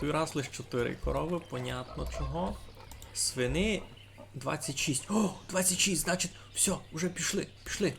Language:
Rusyn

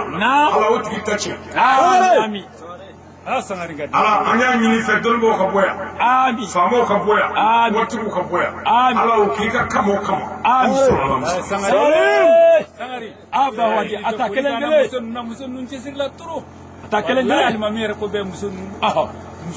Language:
Bambara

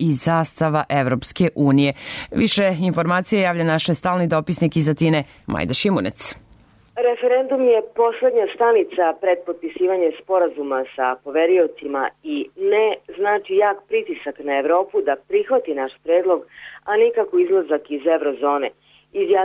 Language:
Serbian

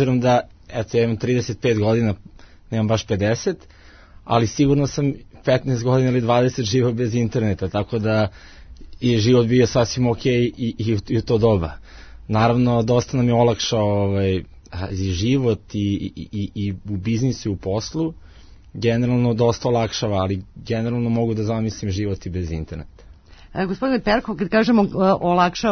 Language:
Serbian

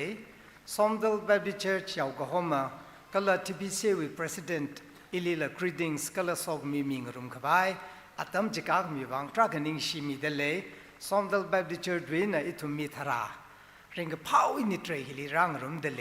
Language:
Tangkhul Naga (India)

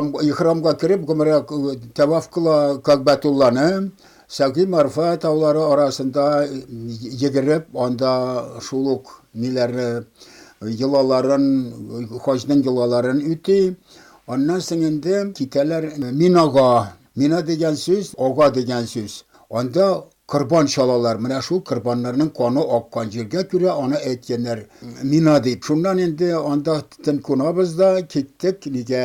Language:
Tatar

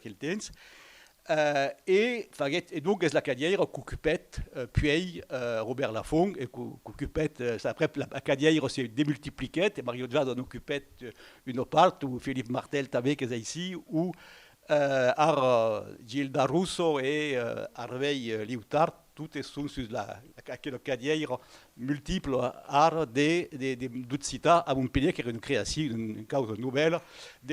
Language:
Occitan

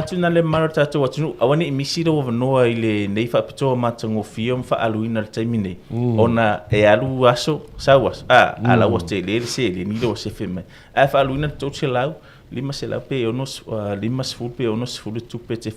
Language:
Samoan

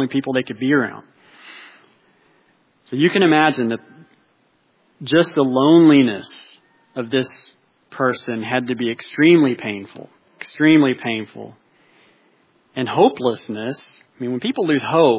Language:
English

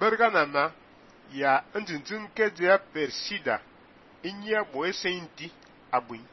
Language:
Fang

